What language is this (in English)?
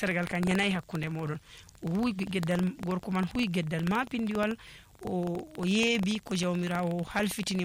Nigerian Fulfulde